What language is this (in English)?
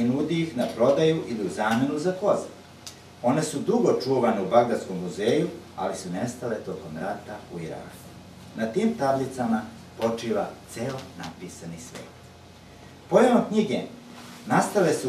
Serbian